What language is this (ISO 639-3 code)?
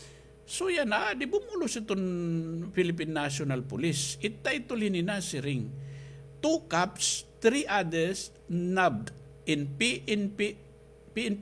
war